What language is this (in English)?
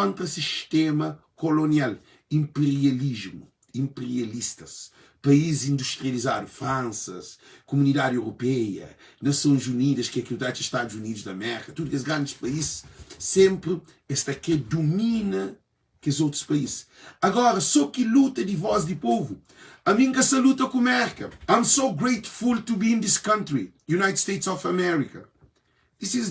Kabuverdianu